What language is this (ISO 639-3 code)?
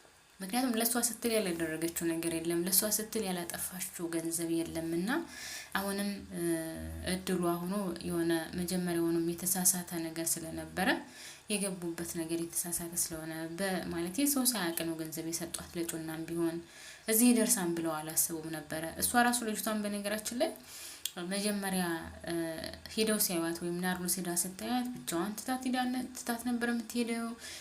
amh